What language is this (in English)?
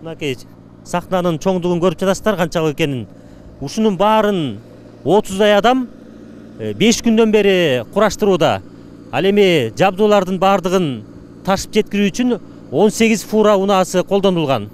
Kyrgyz